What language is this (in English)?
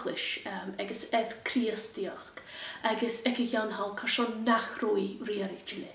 Scottish Gaelic